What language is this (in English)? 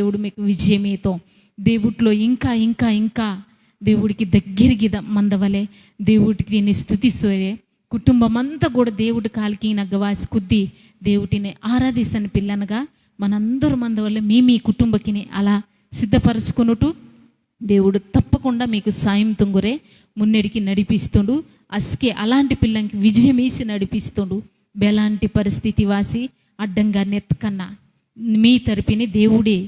Koya